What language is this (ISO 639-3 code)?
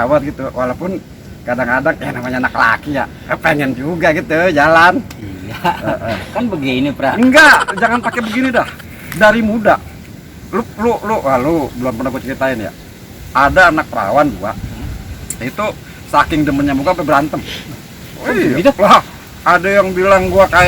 bew